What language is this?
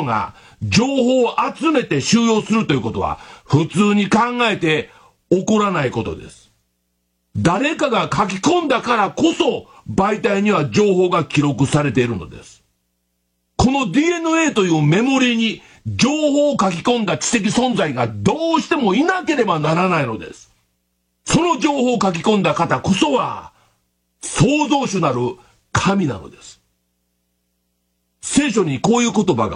Japanese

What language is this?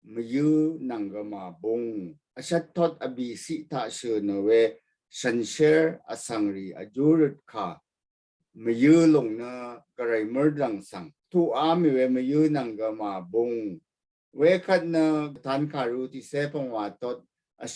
Rawang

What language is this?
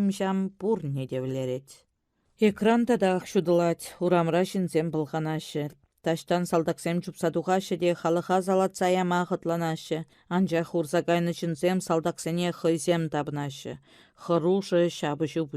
Chuvash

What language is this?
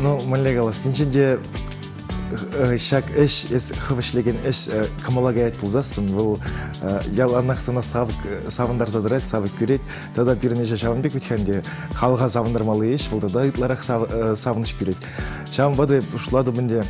Chuvash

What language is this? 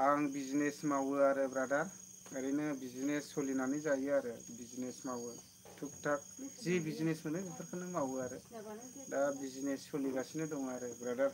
Bodo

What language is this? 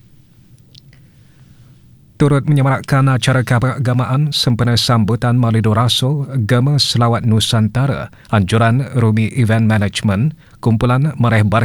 Malay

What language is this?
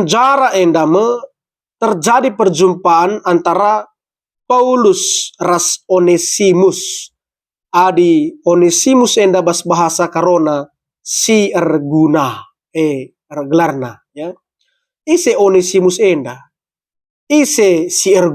Batak Karo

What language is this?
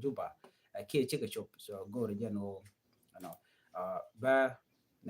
Nuer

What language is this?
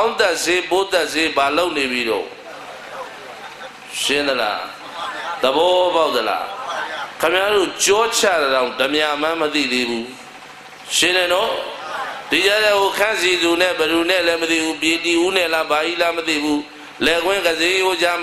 Burmese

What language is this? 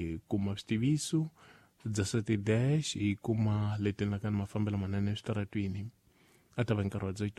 Tsonga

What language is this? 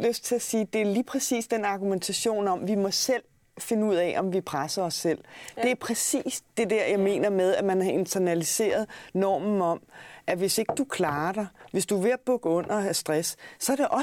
Danish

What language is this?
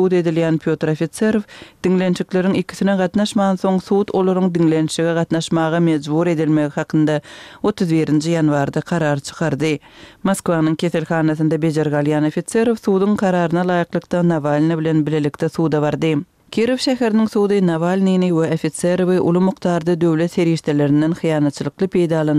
Turkmen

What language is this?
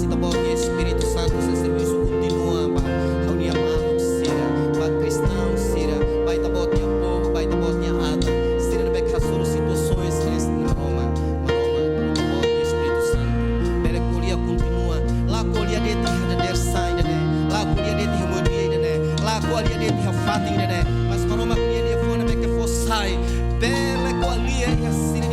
Tetum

